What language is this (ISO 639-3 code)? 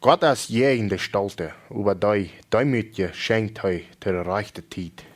pdt